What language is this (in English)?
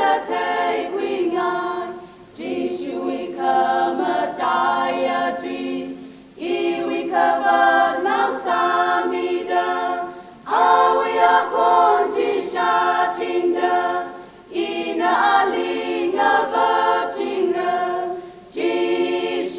Tangkhul Naga (India)